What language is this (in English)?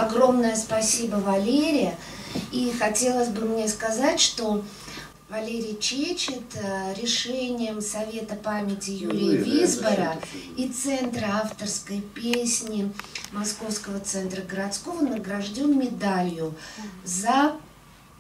Russian